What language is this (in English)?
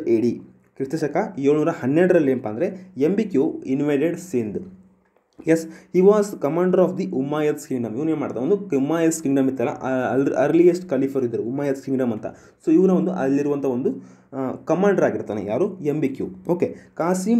Kannada